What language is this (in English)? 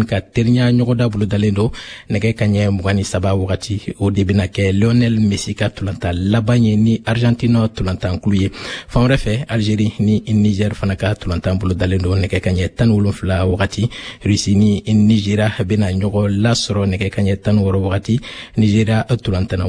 Bambara